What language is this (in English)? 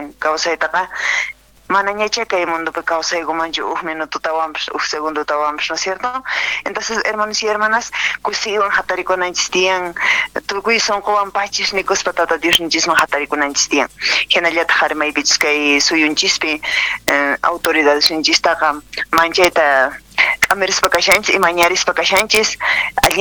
Quechua